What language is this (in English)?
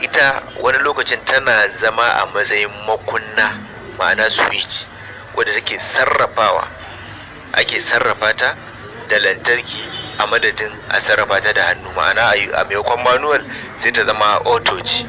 Hausa